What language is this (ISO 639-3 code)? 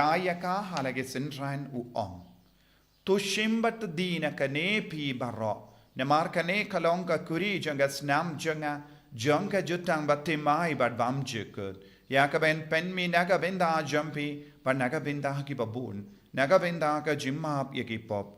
kha